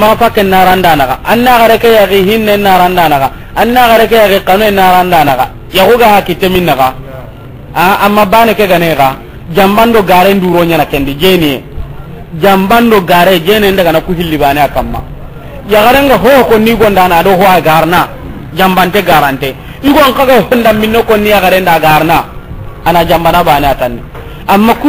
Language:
Soninke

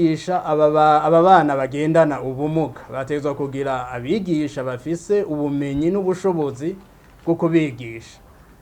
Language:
Rundi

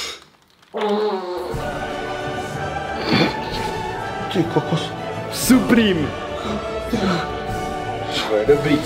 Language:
Czech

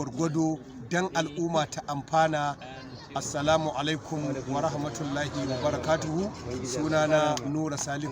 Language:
Hausa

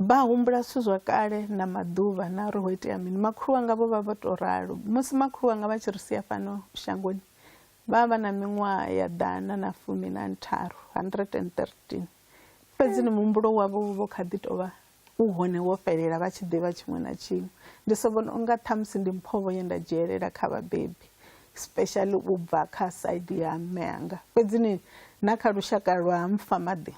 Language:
Venda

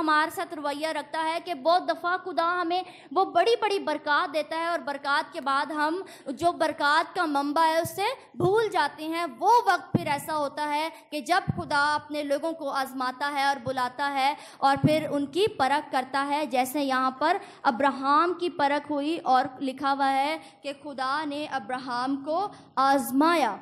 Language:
Urdu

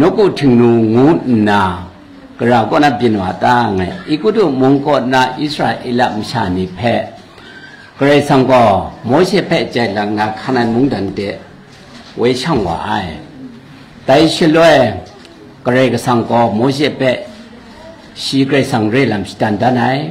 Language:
Kachin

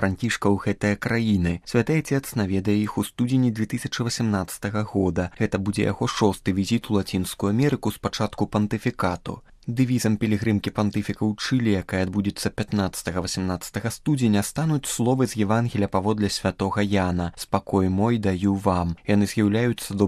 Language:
Belarusian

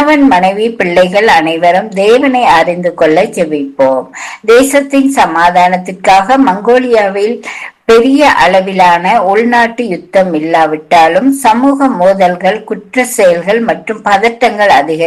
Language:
Tamil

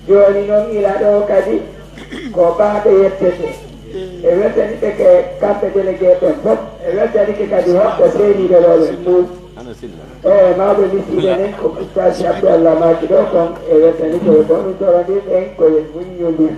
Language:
Pular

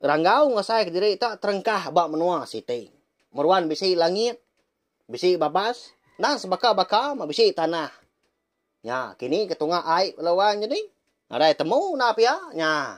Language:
Iban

